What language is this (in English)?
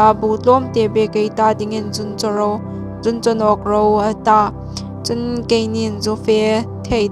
Hmar